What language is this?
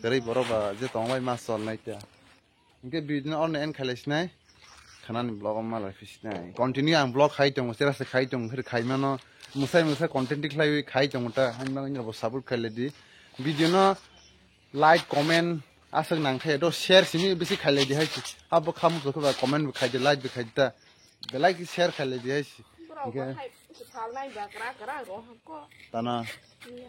Kok Borok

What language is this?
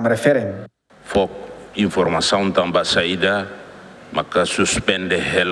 Tetum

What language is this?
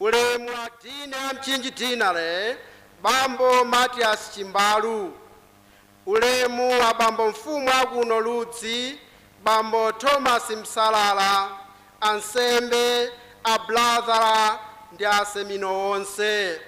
Nyanja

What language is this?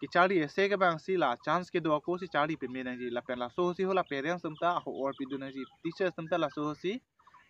Karbi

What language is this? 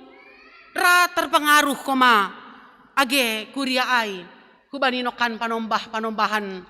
Batak Simalungun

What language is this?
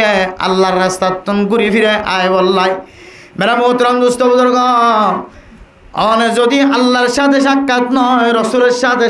Rohingya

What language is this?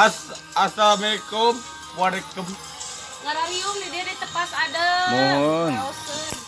Sundanese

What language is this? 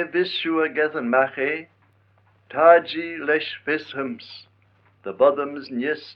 Manx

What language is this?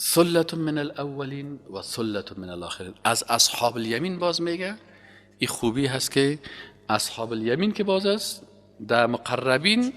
Persian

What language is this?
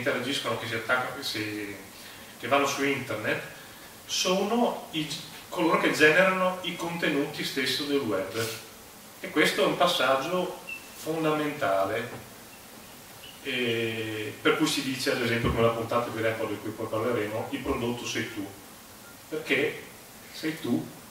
Italian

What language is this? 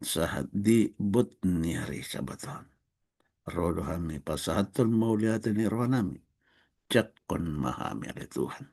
Batak Toba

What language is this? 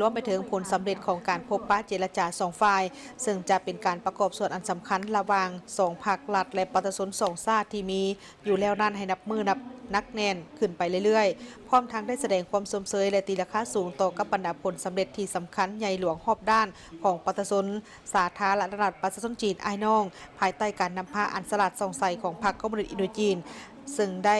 Lao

